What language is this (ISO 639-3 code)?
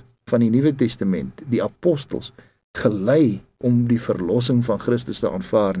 afr